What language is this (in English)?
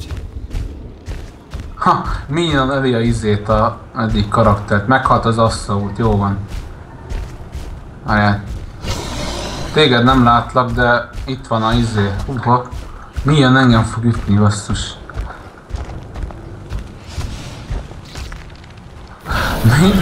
Hungarian